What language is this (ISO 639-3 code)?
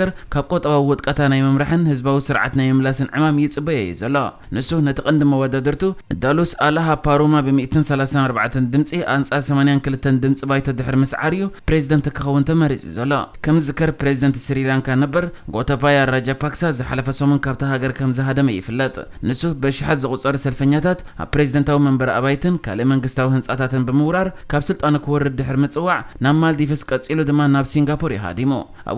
tir